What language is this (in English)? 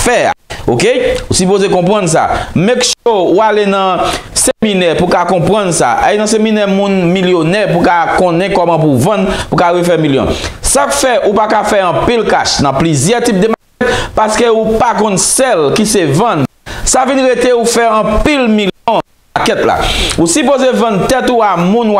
Haitian Creole